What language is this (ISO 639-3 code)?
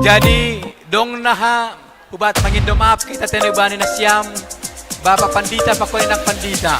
bts